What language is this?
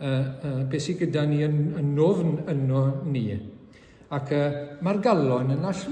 Welsh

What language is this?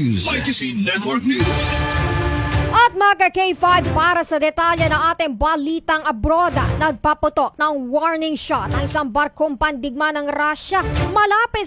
Filipino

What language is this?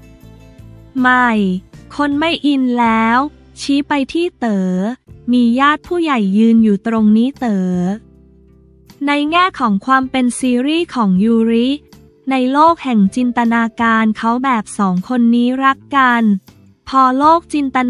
Thai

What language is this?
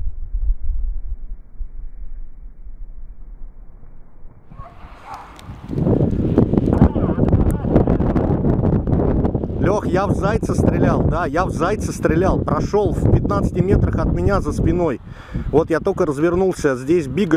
Russian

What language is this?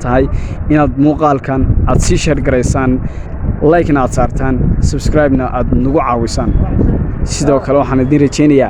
Somali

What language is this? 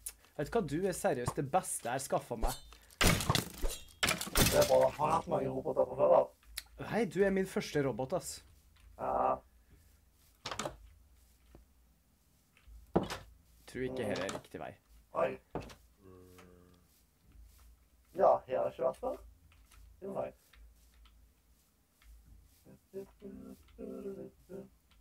Norwegian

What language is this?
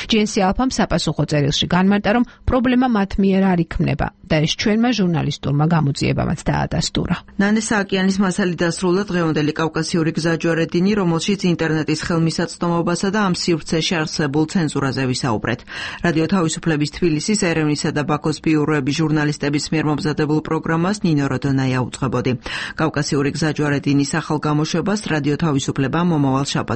Georgian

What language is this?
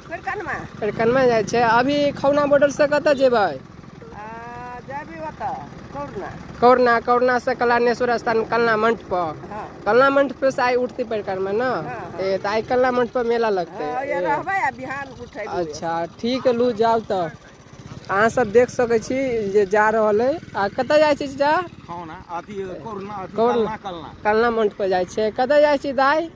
Maithili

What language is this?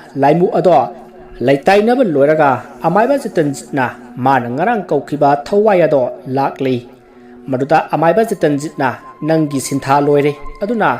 Manipuri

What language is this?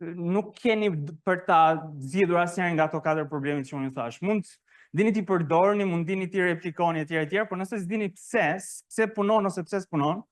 Albanian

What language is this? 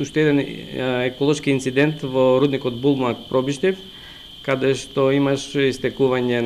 Macedonian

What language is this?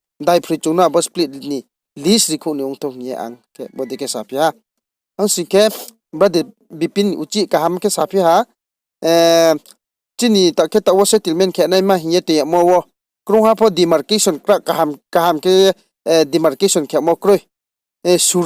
Riang (India)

